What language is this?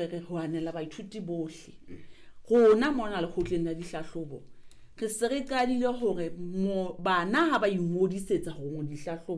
Southern Sotho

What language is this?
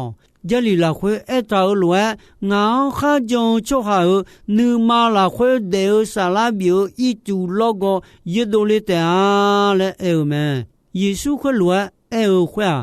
Akha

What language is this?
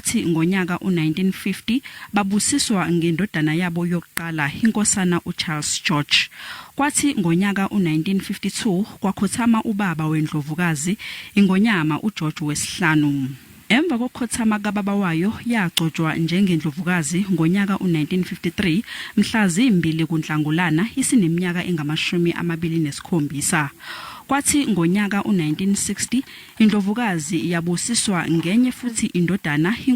Zulu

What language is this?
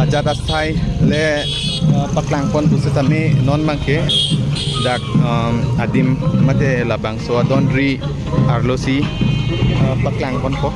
Karbi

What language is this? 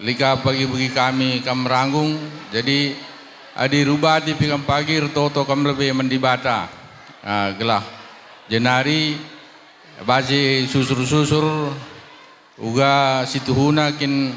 Batak Karo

